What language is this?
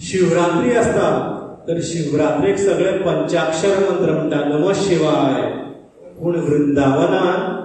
Konkani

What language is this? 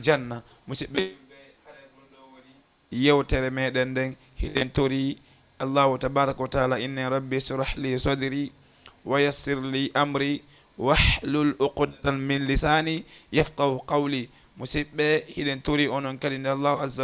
Fula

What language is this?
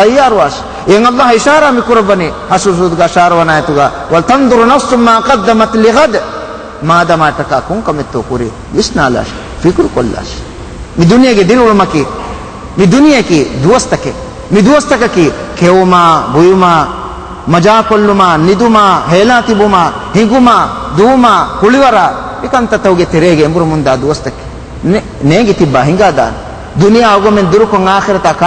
Divehi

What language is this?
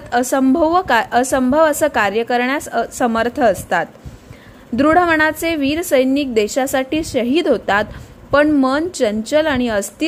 Marathi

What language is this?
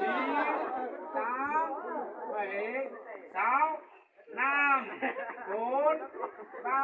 Hmong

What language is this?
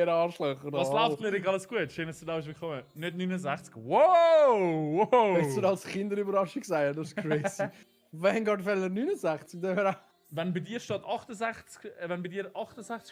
Swiss German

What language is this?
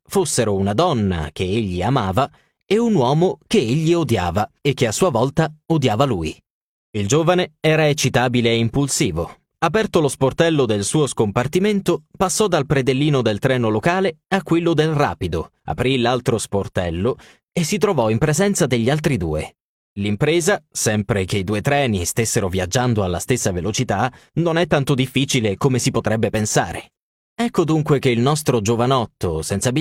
Italian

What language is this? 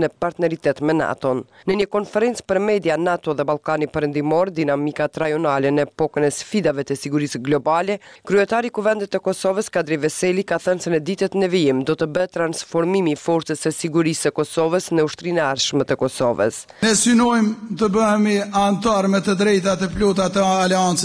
Albanian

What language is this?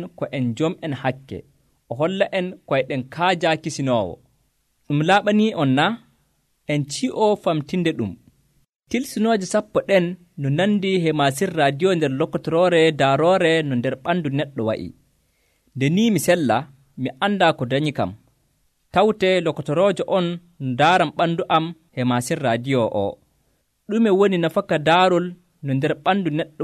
Nigerian Fulfulde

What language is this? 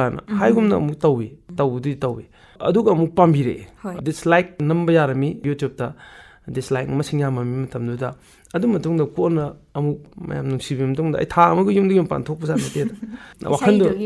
Manipuri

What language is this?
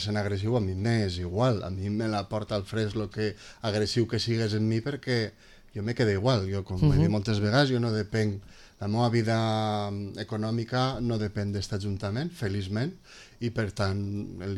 Catalan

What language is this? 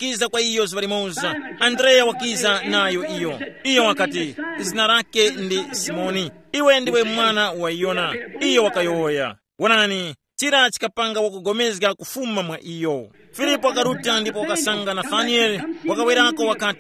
Tumbuka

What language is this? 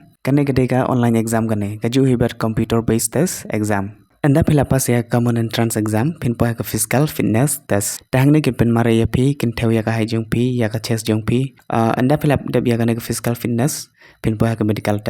Khasi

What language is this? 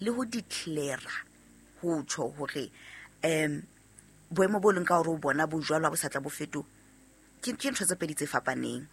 Southern Sotho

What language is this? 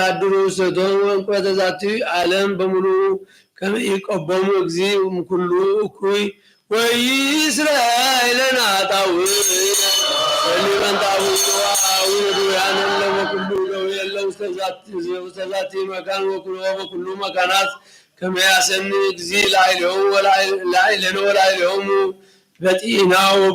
Geez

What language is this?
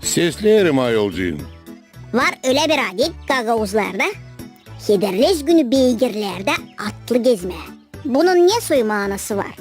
Gagauz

